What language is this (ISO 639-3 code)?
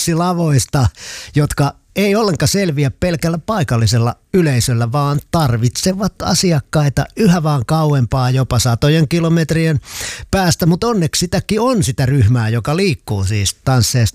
fin